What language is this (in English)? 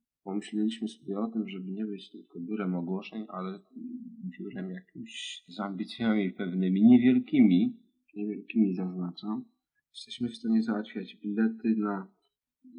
Polish